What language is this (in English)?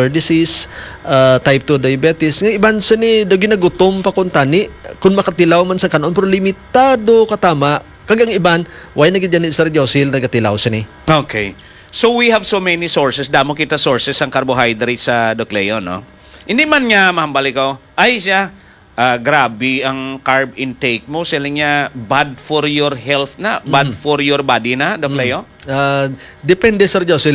Hiligaynon